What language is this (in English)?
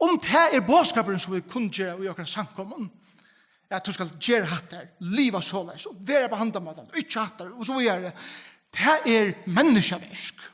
Faroese